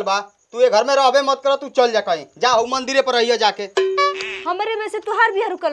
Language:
Bhojpuri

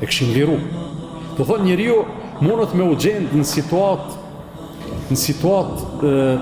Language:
Albanian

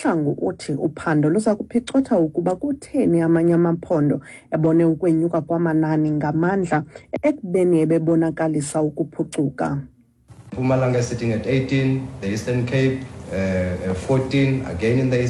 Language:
Xhosa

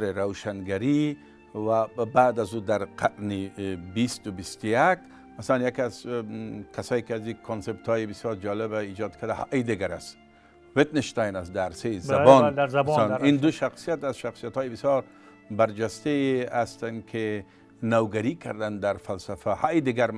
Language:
Tajik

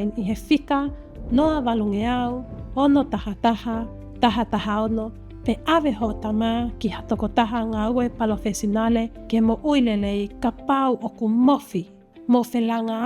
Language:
Tongan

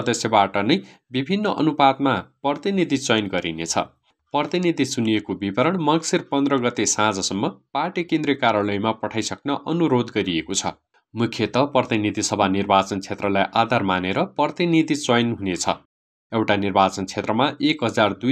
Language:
Nepali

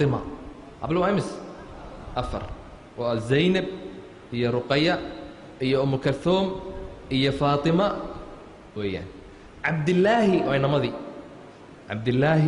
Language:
Somali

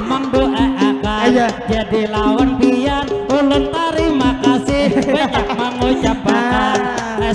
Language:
Banjar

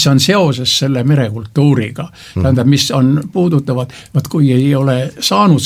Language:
Estonian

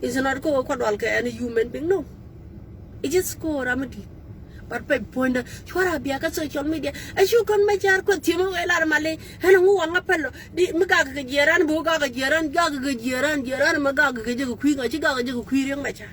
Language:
Nuer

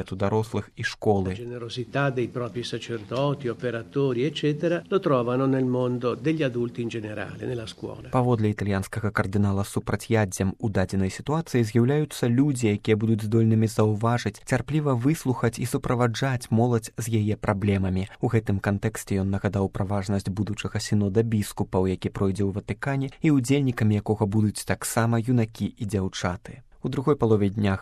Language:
Belarusian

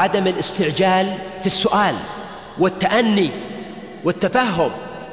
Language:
Arabic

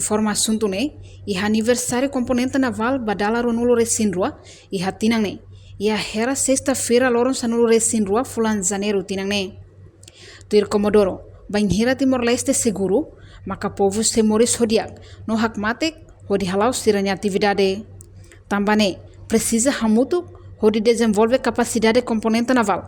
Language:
Tetum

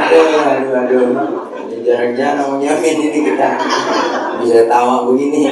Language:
Betawi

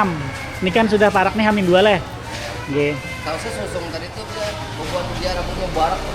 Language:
Banjar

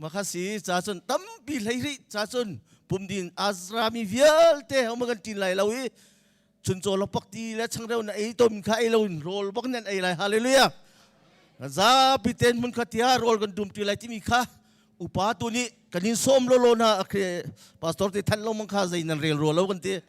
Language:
Hakha Chin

